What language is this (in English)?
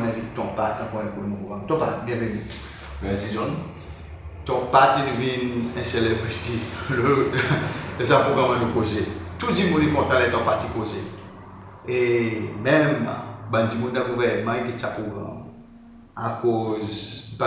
Seselwa Creole French